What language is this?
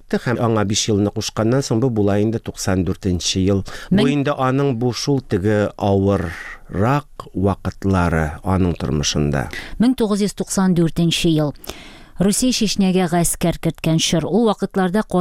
Tatar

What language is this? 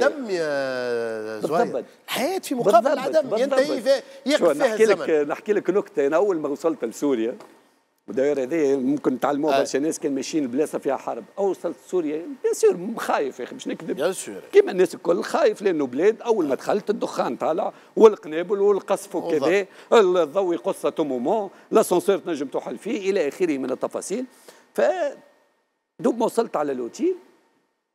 Tunisian Arabic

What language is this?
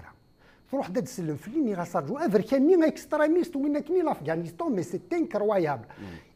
Kabyle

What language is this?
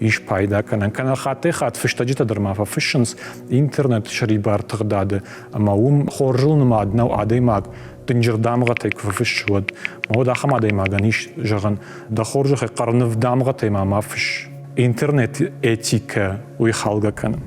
Ossetic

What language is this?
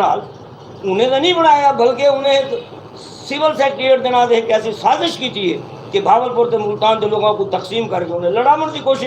Saraiki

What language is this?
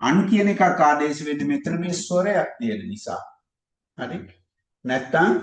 Sinhala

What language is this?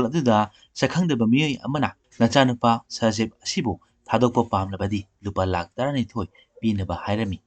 Manipuri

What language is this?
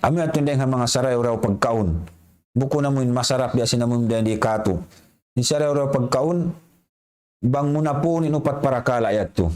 Tausug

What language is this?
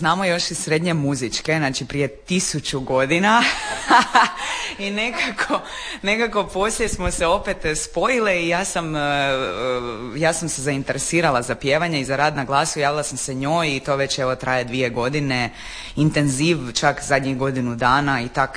Croatian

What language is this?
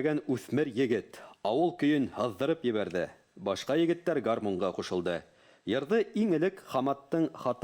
Bashkir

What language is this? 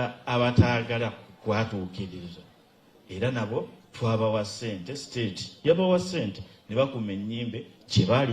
Ganda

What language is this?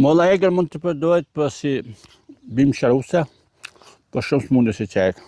Albanian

